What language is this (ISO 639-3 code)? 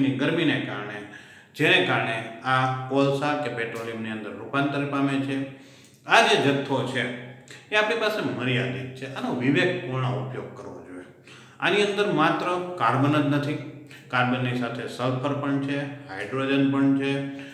guj